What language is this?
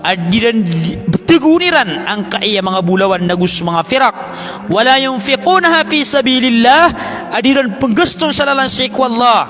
Maranao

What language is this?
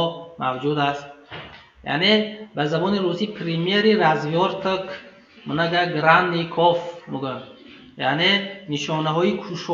Tajik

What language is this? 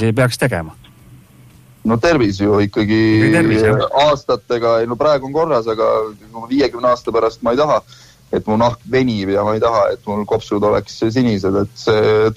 Estonian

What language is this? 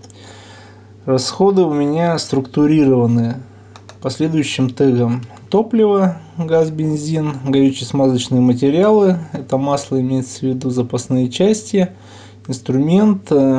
Russian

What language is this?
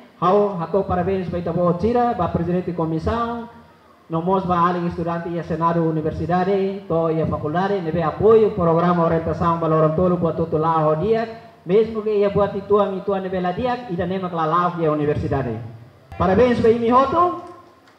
Tetum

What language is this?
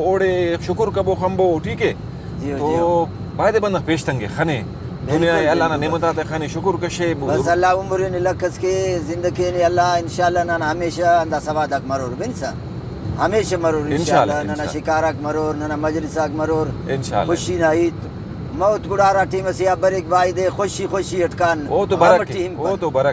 Brahui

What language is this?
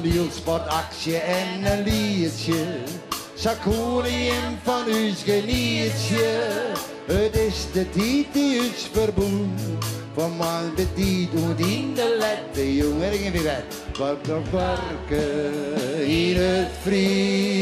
Western Frisian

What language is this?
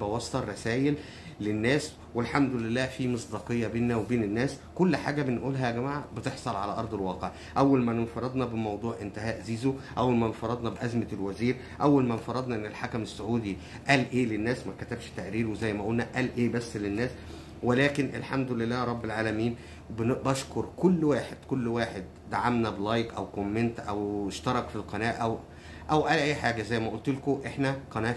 Egyptian Arabic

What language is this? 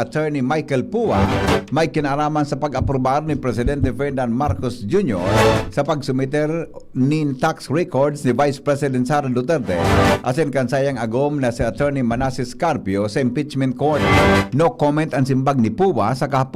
Bikol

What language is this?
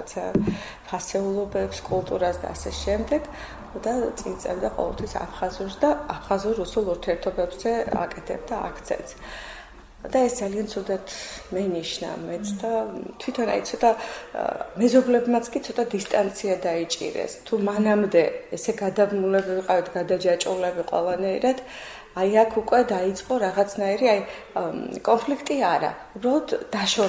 Georgian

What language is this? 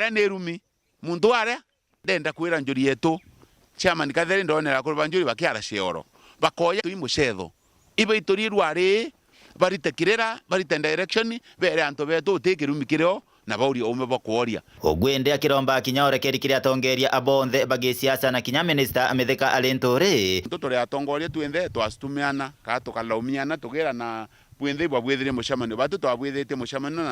Meru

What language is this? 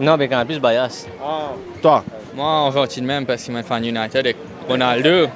Morisyen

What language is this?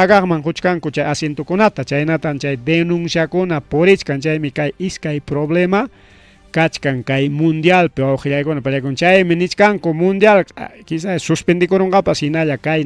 Ayacucho Quechua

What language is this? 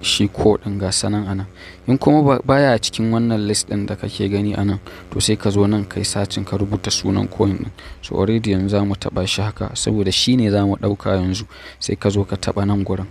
Hausa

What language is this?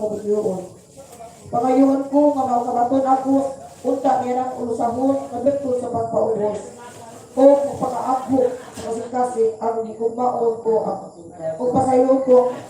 Cebuano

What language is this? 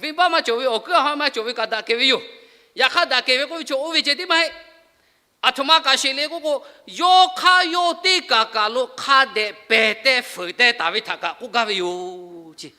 Lahu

